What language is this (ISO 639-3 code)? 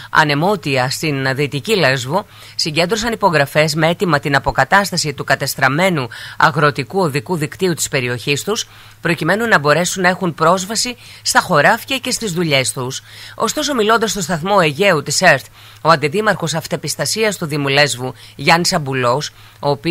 ell